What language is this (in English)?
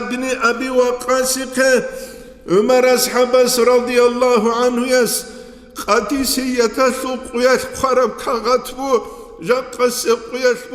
Avaric